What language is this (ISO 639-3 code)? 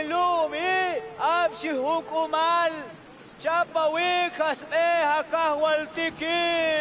toj